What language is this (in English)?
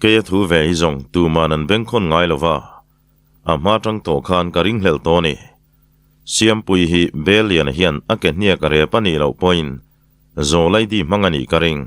Mizo